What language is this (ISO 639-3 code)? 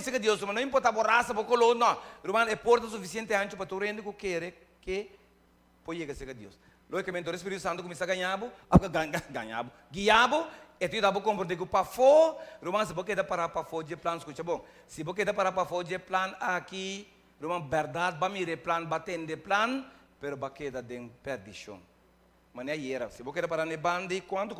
pap